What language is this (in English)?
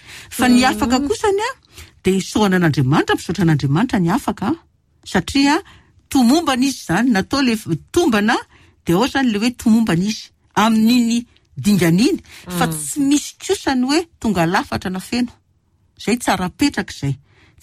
Malagasy